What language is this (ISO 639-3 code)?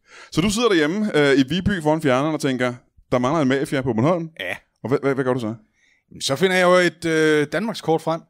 dan